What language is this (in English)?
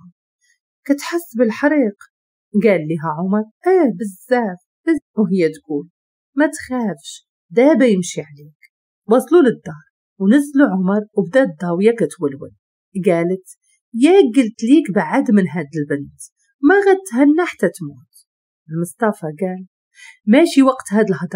Moroccan Arabic